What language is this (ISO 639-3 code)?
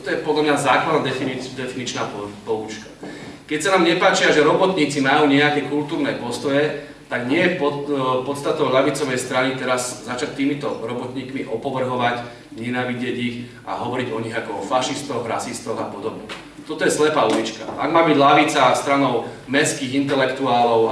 slk